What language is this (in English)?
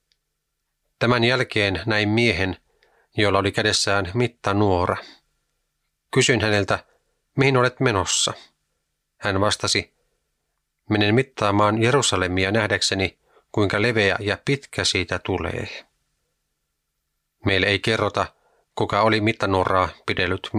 Finnish